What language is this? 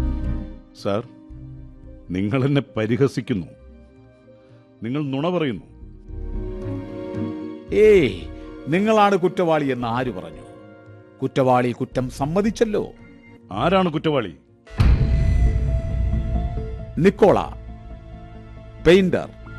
Malayalam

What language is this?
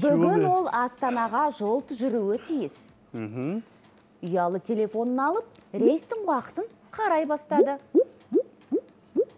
Kazakh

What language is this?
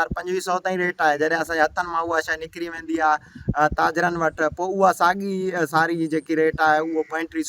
Sindhi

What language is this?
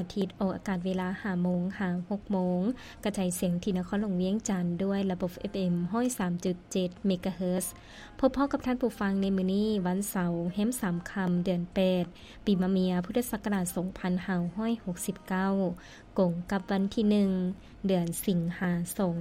Lao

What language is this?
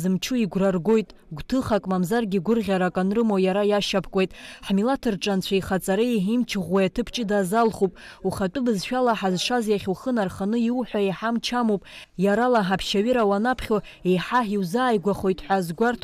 Abkhazian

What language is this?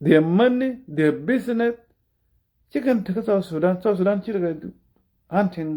Nuer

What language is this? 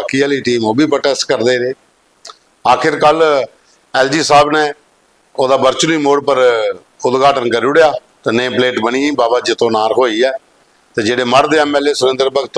Dogri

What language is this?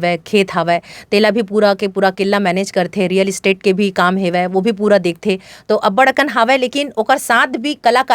Chhattisgarhi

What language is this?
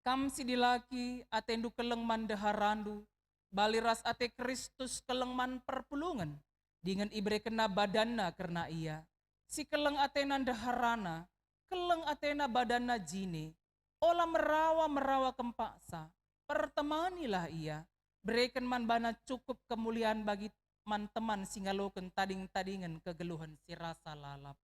Batak Karo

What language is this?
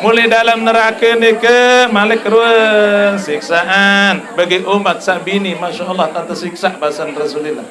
Sasak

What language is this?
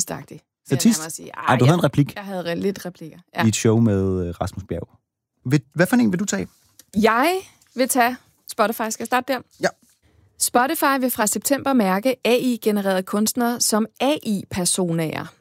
Danish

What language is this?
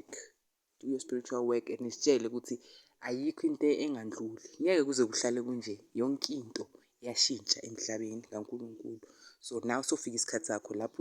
Zulu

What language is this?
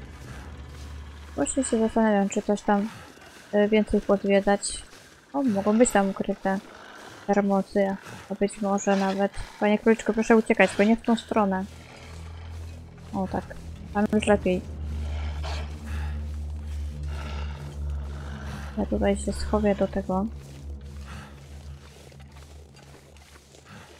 Polish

